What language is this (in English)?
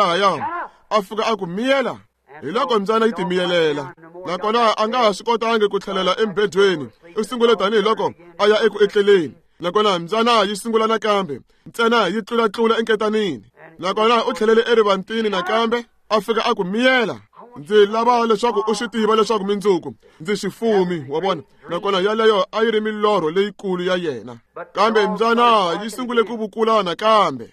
Tsonga